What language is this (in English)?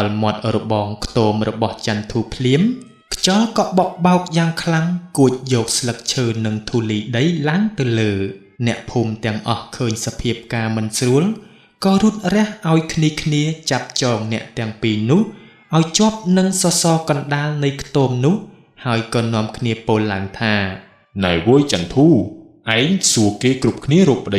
Khmer